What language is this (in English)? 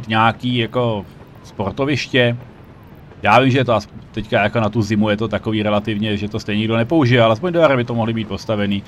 Czech